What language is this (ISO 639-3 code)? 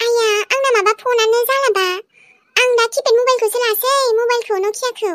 brx